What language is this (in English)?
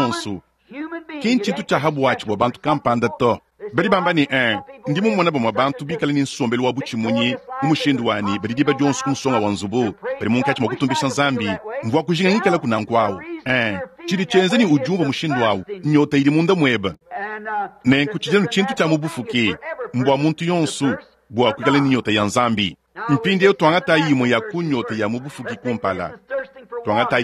Luba-Lulua